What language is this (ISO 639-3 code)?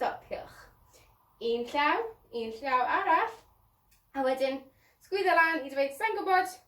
cym